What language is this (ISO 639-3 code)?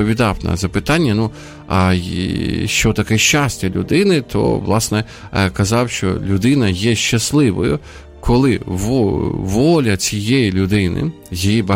ukr